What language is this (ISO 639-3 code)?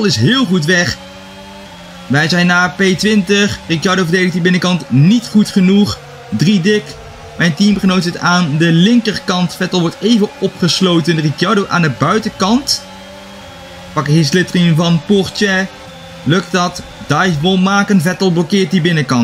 nld